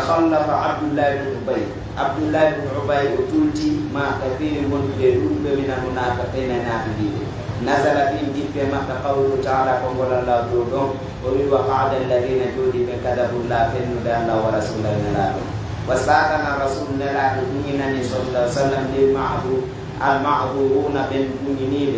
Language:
Pular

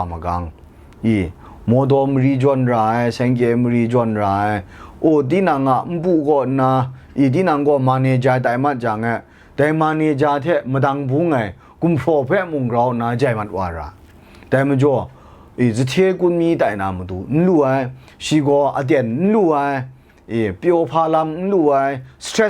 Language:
Kachin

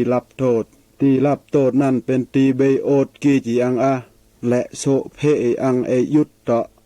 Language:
Mal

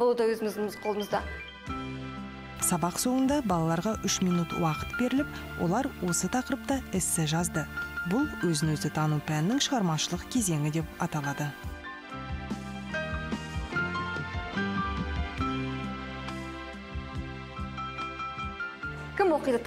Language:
Kazakh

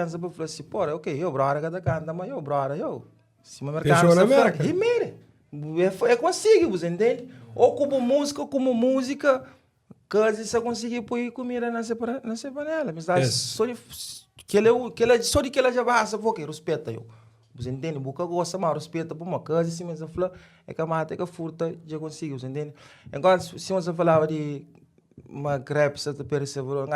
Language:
Kabuverdianu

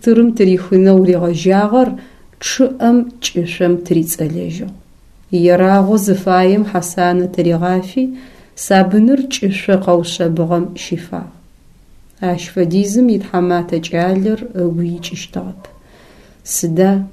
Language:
Adyghe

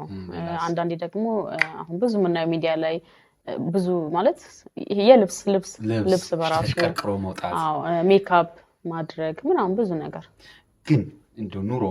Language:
Amharic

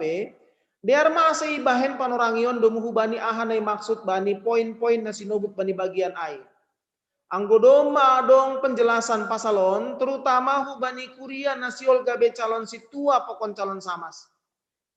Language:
Batak Simalungun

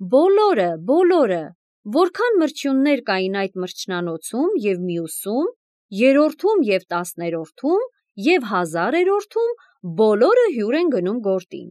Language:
Armenian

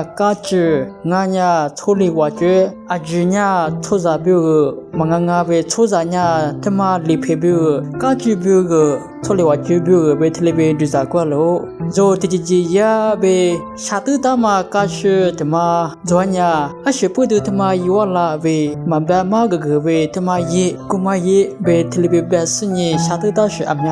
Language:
Lisu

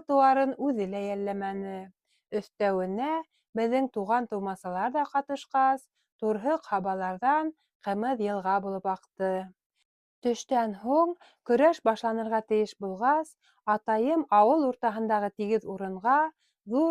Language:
Bashkir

